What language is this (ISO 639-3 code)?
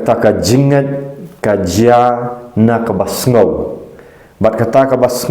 kha